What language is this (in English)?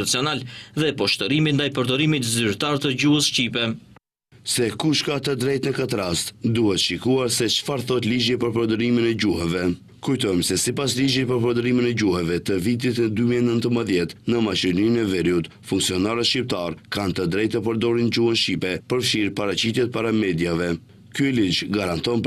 Albanian